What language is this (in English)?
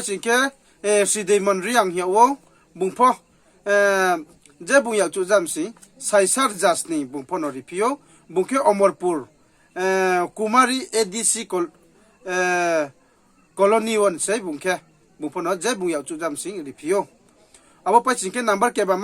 Riang (India)